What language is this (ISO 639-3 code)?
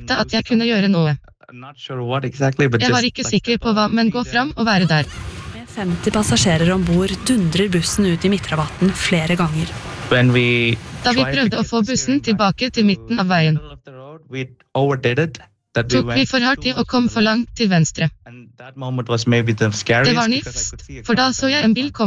nor